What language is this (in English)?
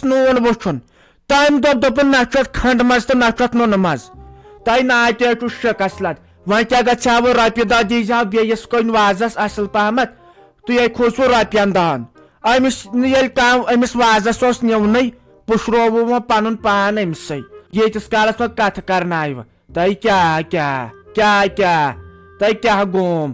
Kashmiri